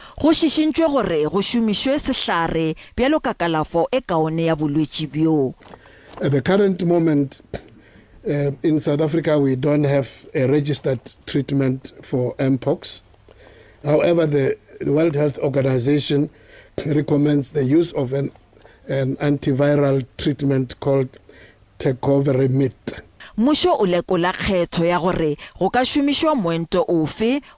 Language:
Northern Sotho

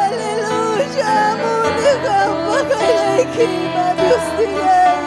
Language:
Ayacucho Quechua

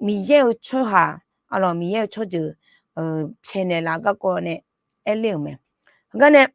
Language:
Akha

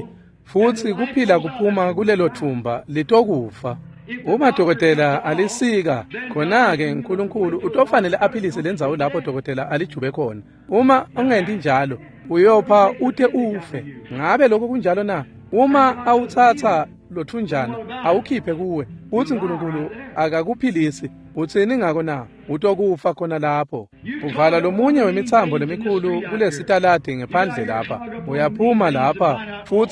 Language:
Swati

